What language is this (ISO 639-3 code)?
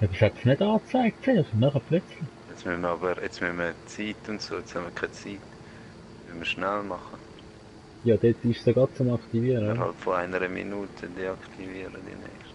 gsw